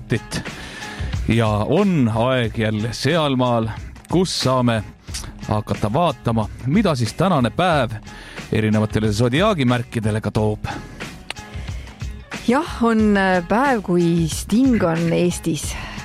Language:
Estonian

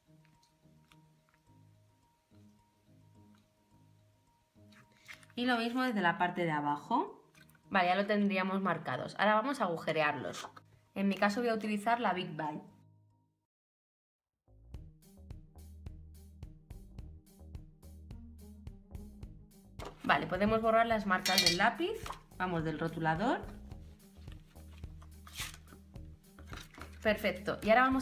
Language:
Spanish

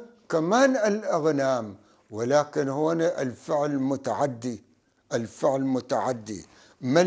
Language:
North Levantine Arabic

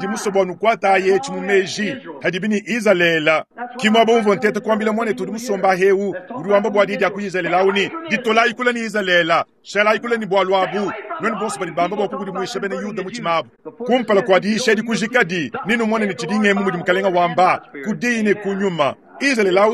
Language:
Luba-Lulua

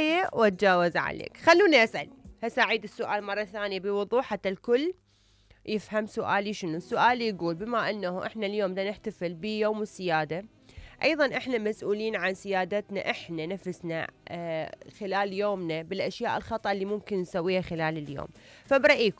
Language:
Mesopotamian Arabic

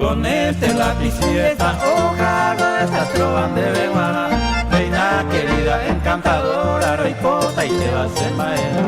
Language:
Guarani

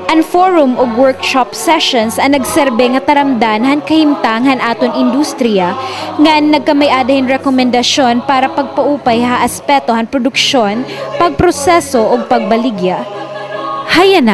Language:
Waray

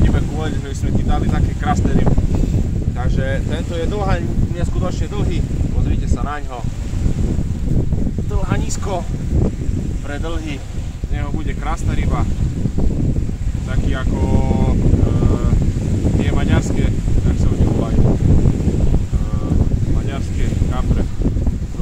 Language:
Slovak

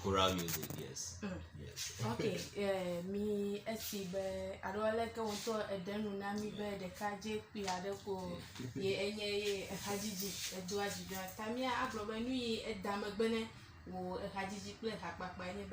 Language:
Ewe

